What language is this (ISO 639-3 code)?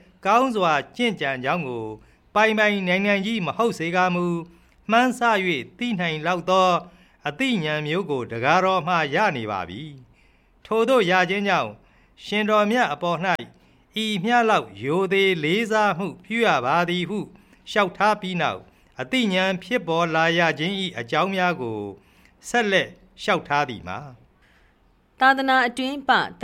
mya